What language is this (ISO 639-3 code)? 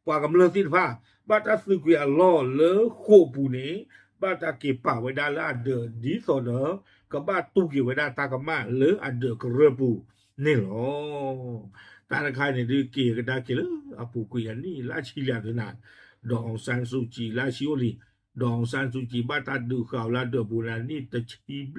ksw